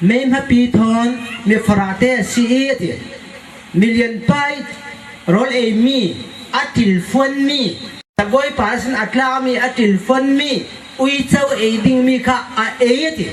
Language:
Falam Chin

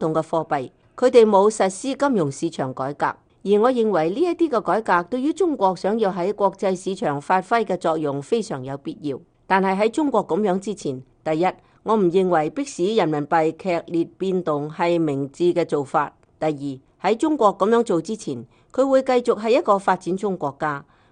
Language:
Cantonese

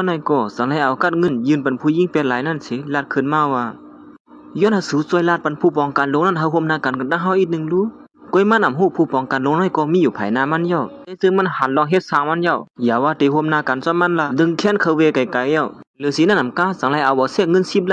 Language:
Shan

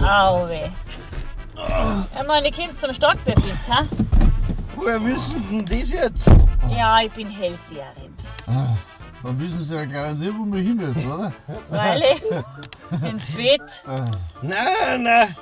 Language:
Bavarian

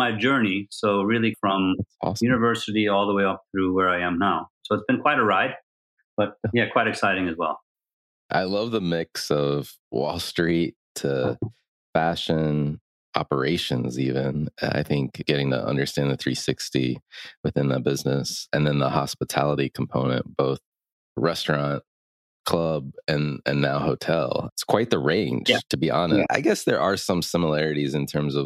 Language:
English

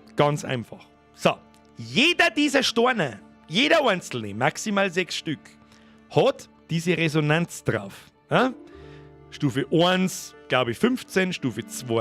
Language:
Bavarian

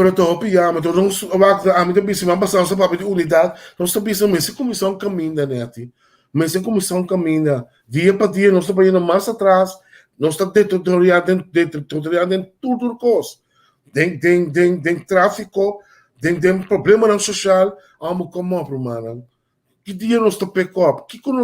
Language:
Papiamento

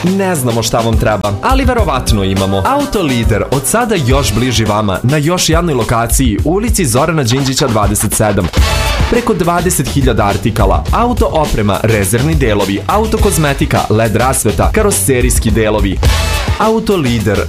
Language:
Serbian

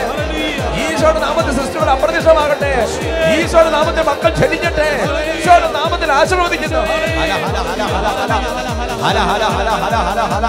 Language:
Malayalam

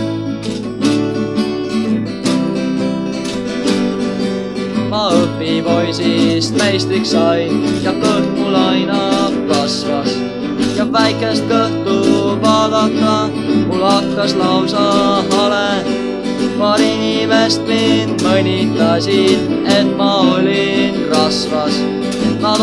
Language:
Estonian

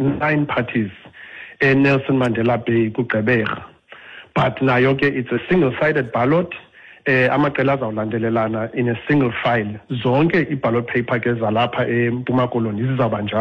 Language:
Xhosa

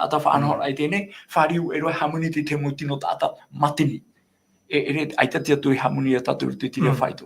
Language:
Tahitian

